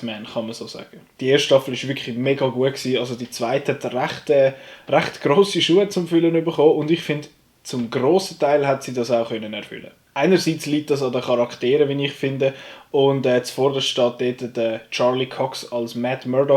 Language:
Swiss German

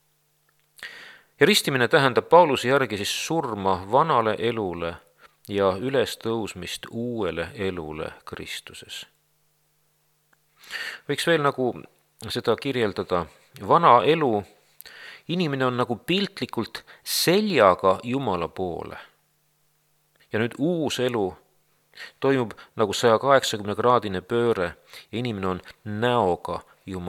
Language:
Estonian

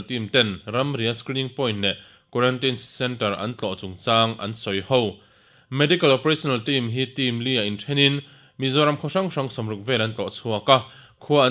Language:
Mizo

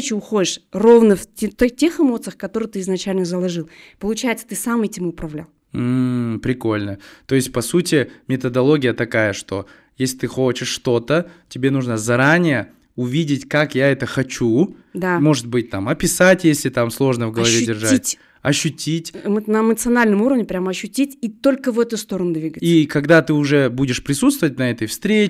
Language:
Russian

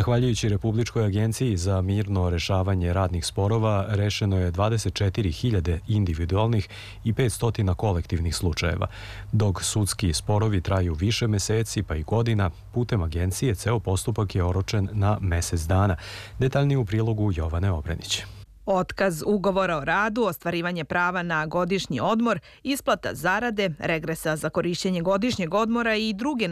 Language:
Serbian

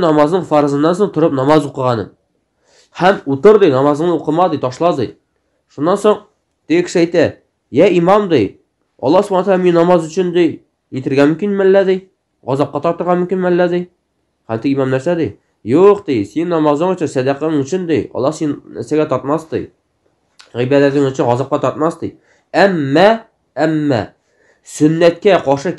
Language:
Tatar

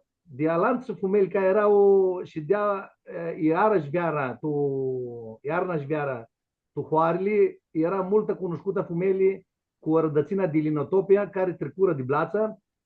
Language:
Aromanian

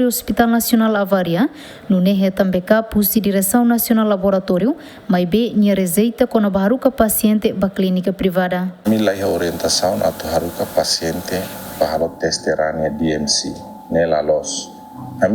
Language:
Tetum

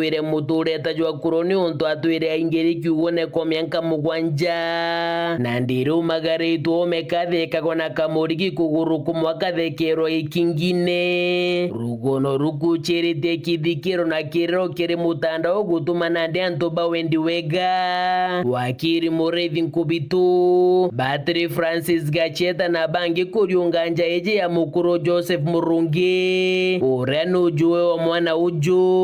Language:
Meru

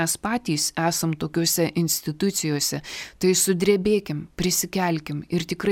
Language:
Lithuanian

